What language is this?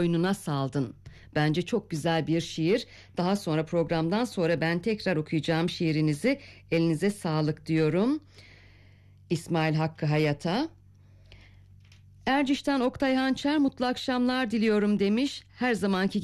Turkish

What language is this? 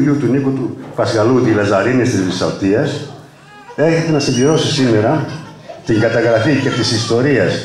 Greek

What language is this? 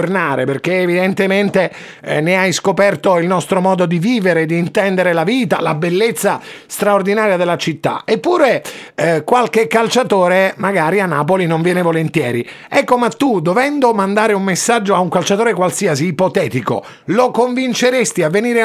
Italian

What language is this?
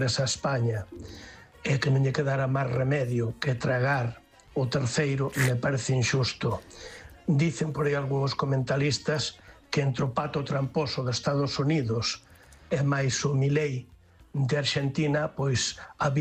Galician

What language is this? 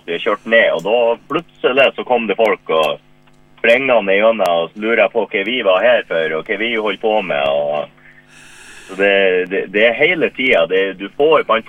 Norwegian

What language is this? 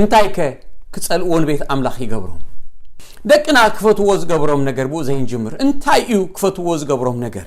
Tigrinya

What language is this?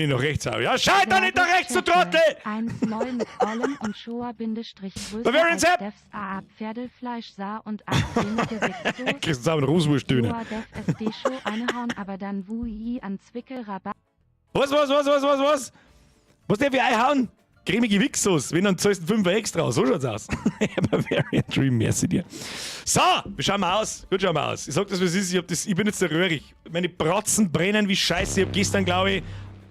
Bavarian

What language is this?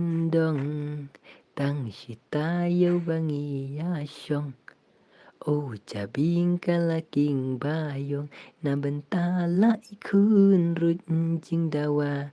Khasi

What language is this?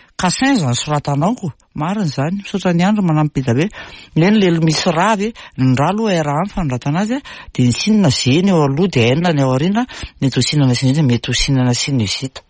Malagasy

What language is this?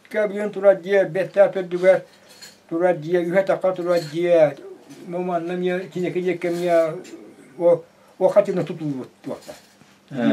Yakut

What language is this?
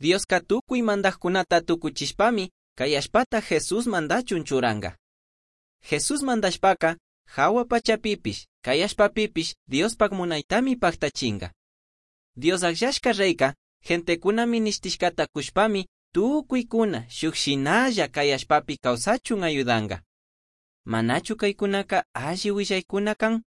Chimborazo Highland Quichua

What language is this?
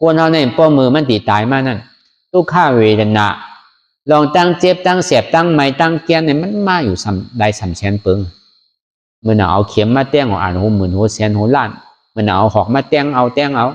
Shan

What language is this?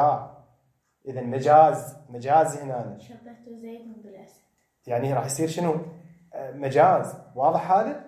Mesopotamian Arabic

